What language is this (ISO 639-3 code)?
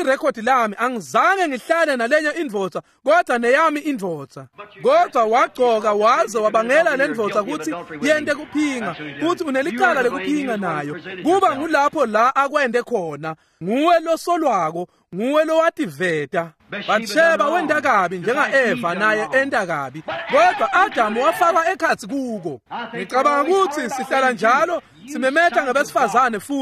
ssw